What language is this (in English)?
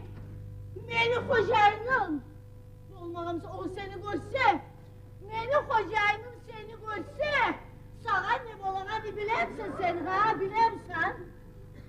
Kumyk